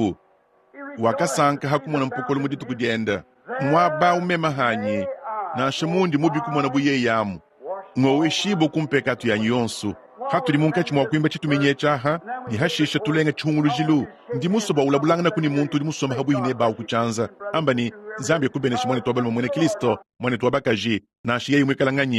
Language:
Luba-Lulua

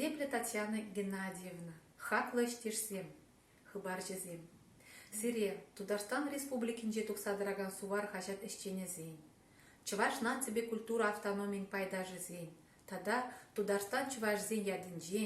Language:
Chuvash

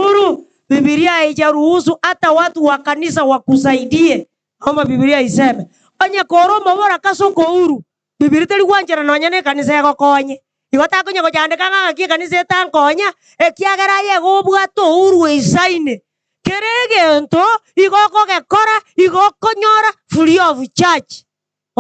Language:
Gusii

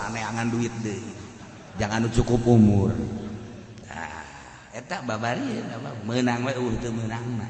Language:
Sundanese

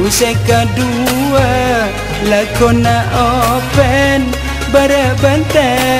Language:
Madurese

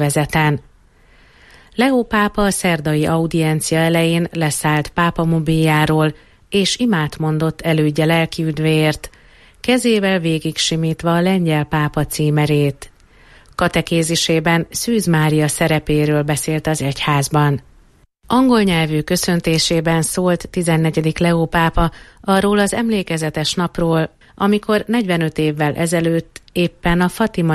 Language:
Hungarian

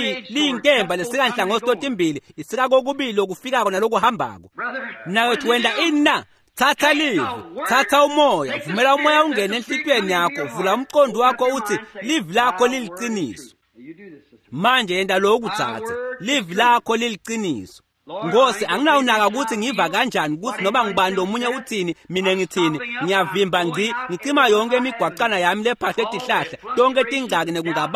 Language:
Swati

